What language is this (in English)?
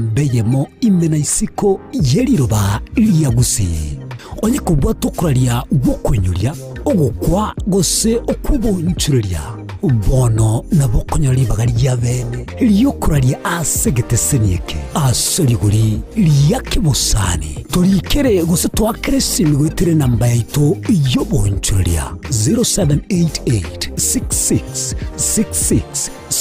Gusii